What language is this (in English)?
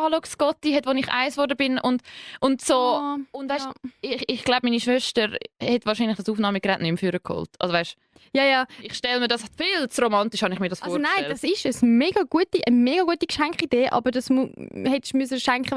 Swiss German